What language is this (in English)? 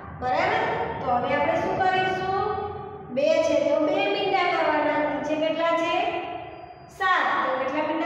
Gujarati